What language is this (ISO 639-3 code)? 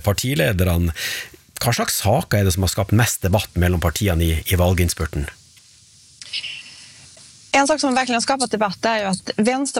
nor